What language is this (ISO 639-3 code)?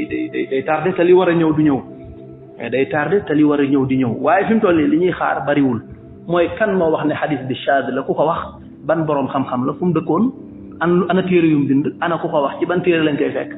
wol